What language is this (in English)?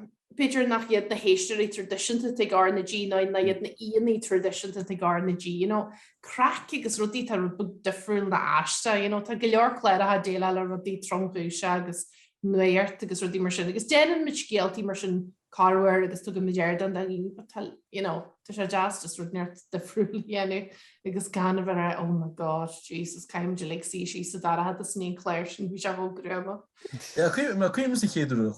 Irish